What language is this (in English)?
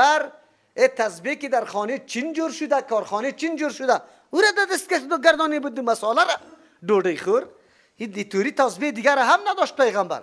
Persian